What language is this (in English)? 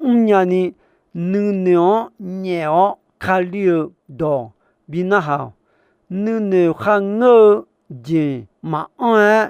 Akha